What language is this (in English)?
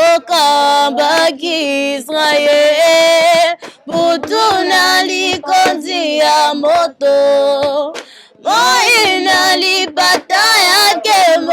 Lingala